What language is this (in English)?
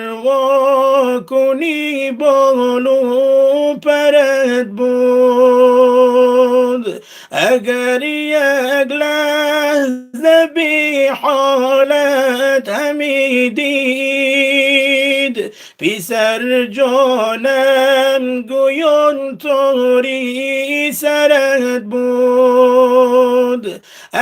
Tajik